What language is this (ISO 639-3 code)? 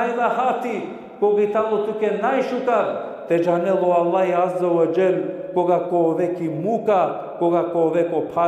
rmn